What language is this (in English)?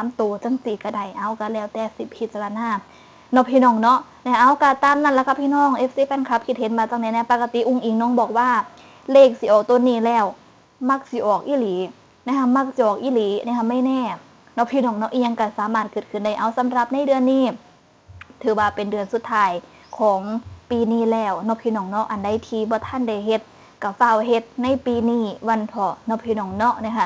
Northeastern Thai